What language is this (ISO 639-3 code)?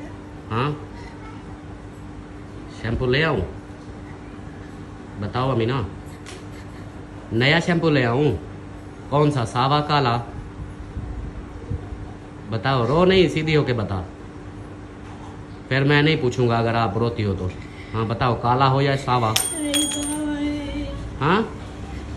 hin